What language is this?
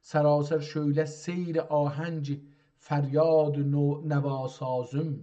South Azerbaijani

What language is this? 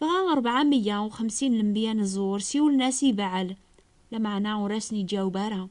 Kabyle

